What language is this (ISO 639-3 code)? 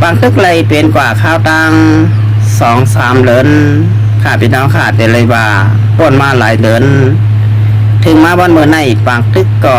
shn